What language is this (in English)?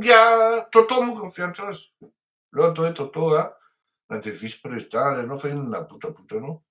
Malagasy